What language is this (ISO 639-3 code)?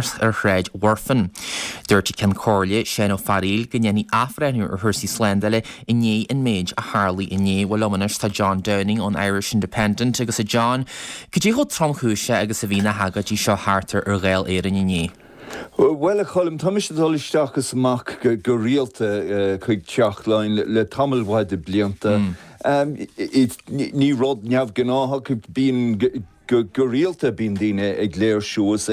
gle